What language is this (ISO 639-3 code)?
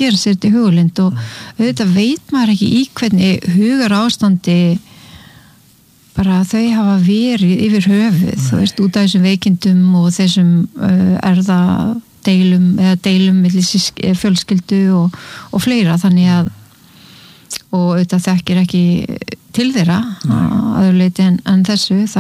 isl